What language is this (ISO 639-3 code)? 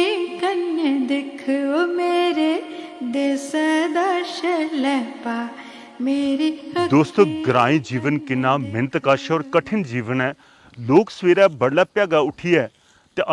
doi